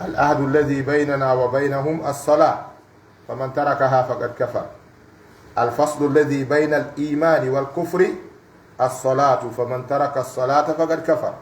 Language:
Pular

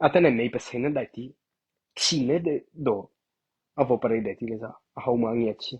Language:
Mara Chin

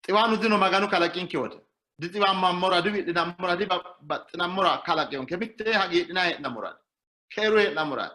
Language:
Sidamo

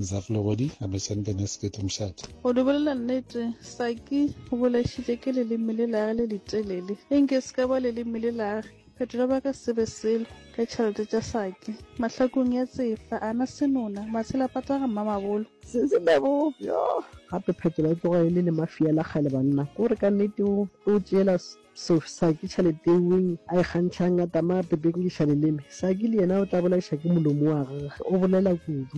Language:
Northern Sotho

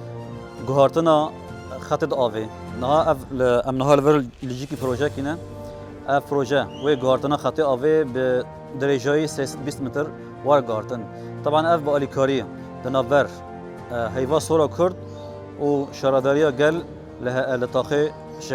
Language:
Kurdish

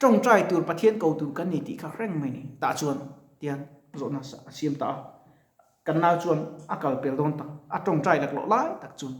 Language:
Mizo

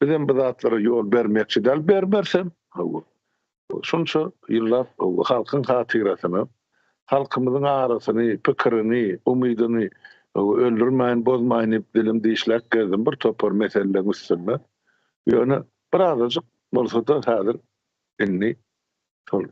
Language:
Turkmen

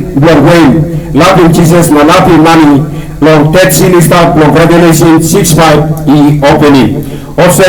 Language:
Tok Pisin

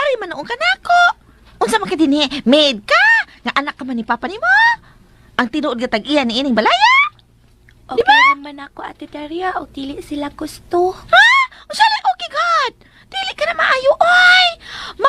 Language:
Cebuano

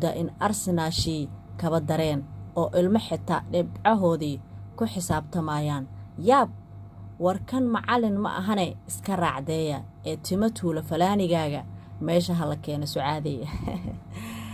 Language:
Somali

